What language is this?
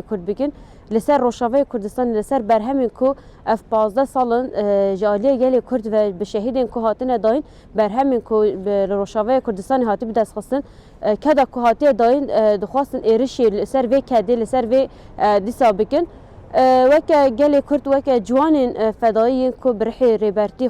Kurdish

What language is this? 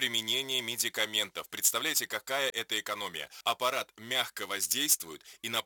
Russian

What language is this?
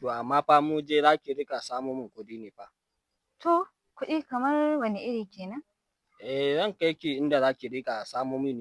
Hausa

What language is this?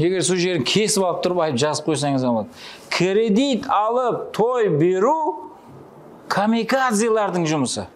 Kara-Kalpak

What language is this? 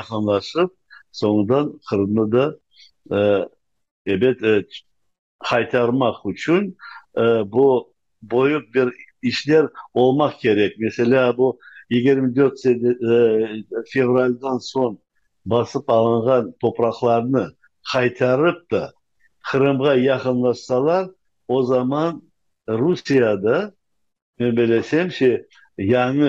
Crimean Tatar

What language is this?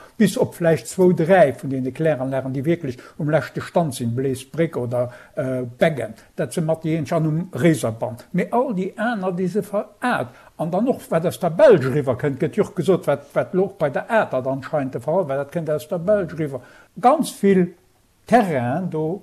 Luxembourgish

